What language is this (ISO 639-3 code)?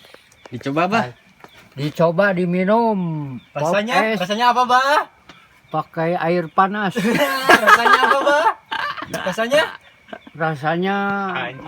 sun